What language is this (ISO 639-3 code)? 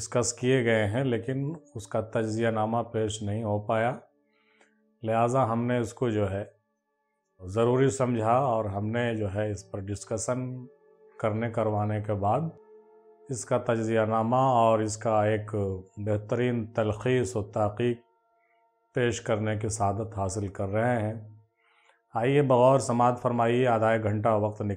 urd